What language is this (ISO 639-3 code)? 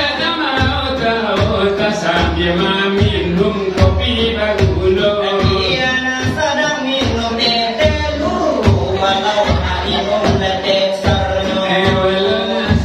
min